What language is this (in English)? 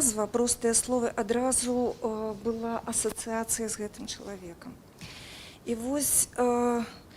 Belarusian